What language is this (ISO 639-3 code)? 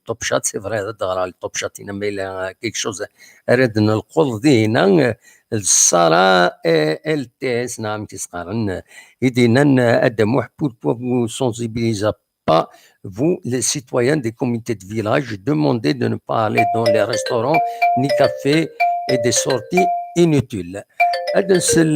kab